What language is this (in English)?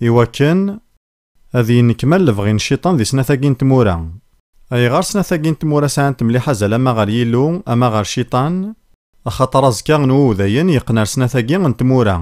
Kabyle